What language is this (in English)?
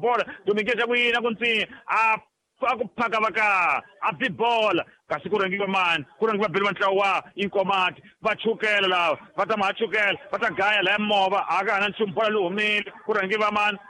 Tsonga